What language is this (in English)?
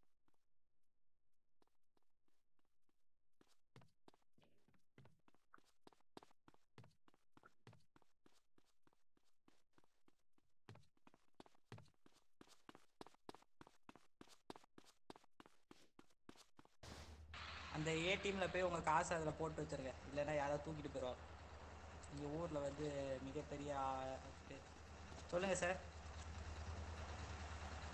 Tamil